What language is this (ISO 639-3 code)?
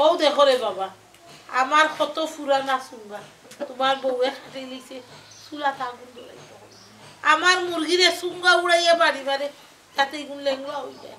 syl